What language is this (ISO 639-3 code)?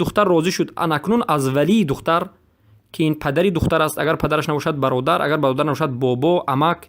tgk